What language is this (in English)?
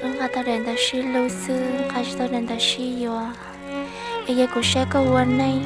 Hmong